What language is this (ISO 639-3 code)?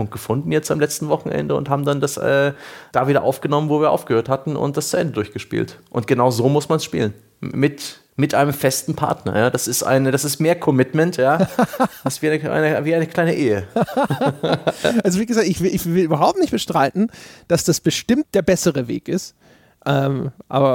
deu